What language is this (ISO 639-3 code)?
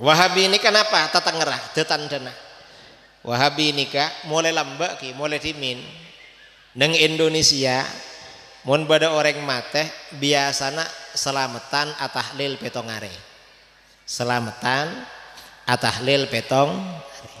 mad